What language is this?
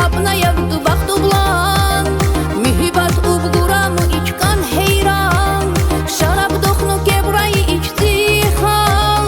Tabassaran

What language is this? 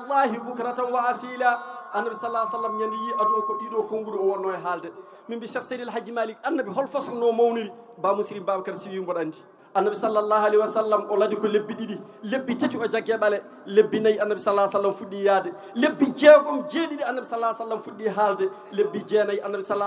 Fula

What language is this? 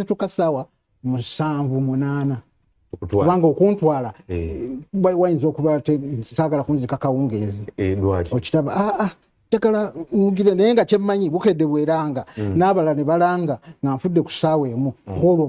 Ganda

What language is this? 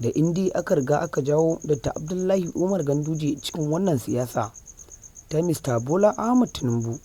Hausa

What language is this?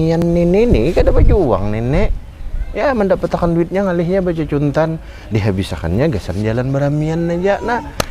Banjar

